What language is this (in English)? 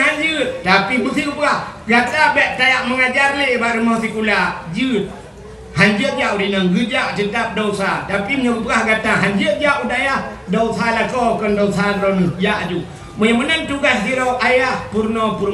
Achinese